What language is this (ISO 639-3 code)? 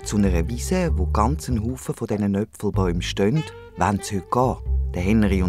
gsw